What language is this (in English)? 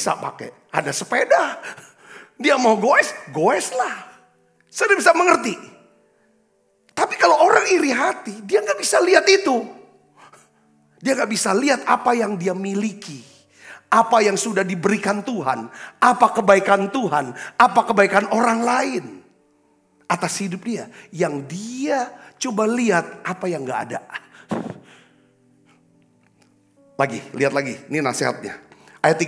Indonesian